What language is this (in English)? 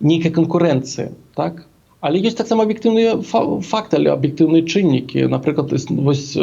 Belarusian